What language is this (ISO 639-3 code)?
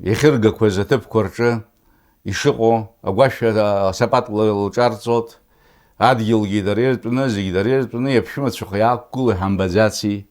abk